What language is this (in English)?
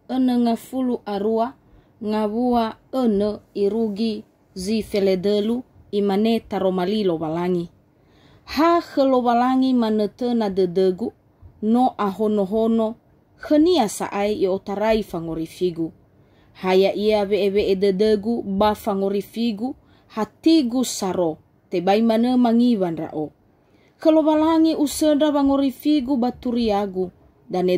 Nias